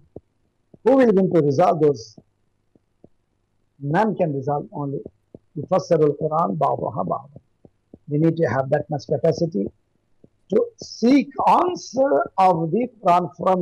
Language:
Urdu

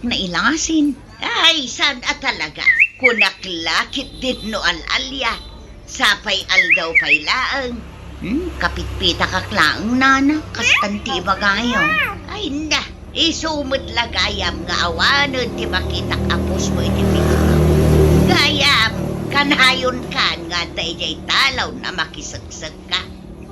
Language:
Iloko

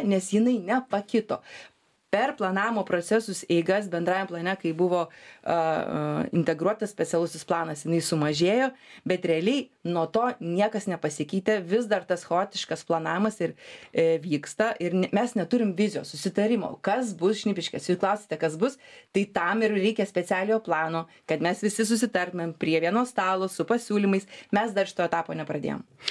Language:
Lithuanian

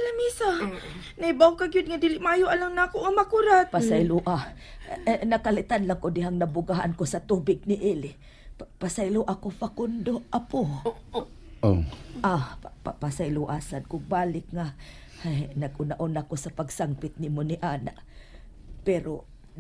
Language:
Cebuano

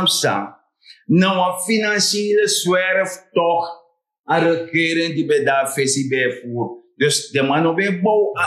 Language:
Sranan Tongo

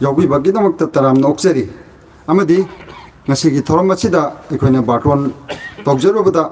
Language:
Manipuri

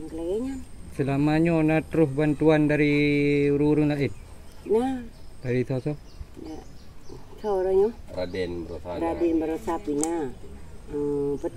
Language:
Achinese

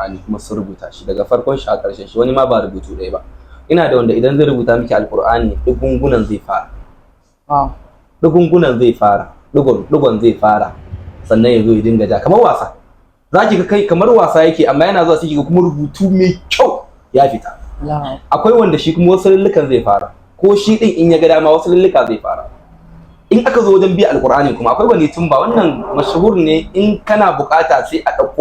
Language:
Hausa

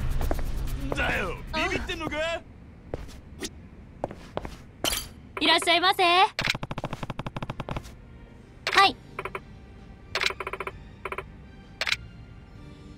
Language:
Japanese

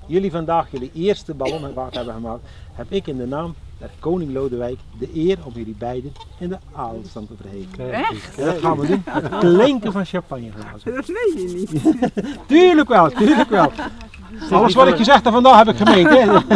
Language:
Dutch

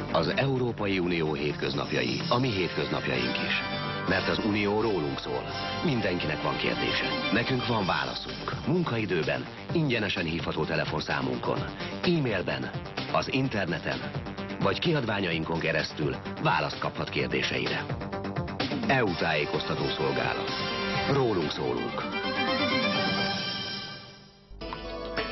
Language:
Hungarian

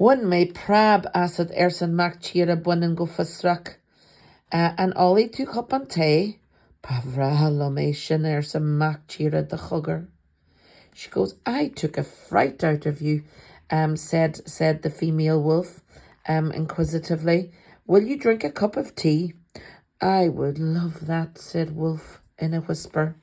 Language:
Irish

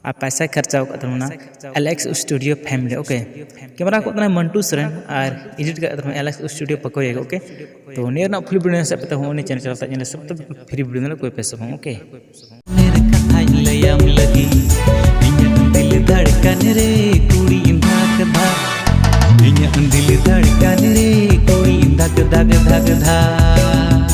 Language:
Santali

